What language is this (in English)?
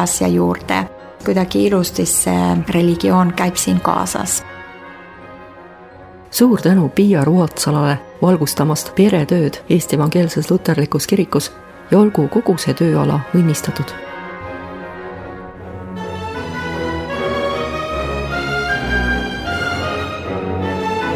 Estonian